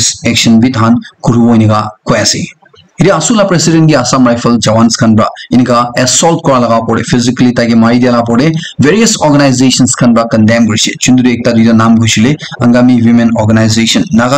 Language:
Naga Pidgin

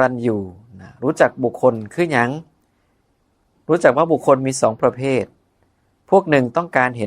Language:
Northeastern Thai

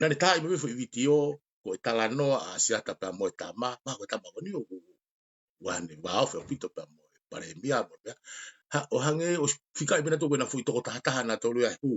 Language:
Tongan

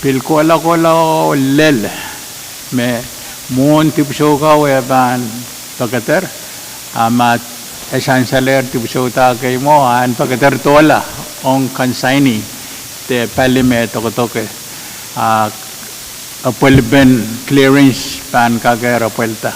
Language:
Pohnpeian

